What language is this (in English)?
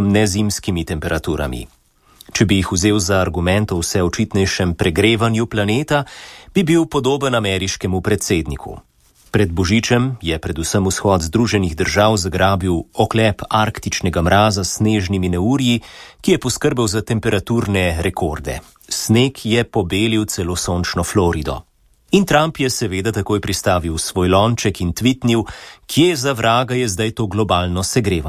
Slovenian